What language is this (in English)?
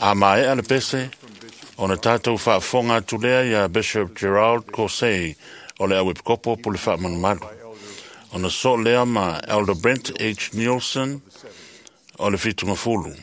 Samoan